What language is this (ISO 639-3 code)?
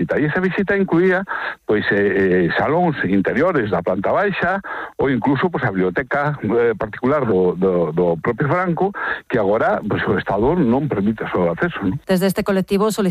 glg